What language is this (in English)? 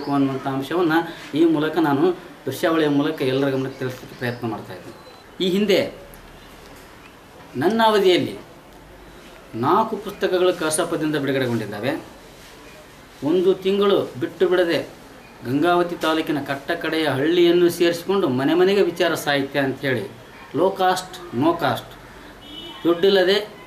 Kannada